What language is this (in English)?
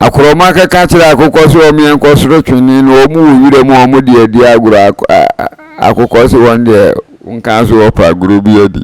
Akan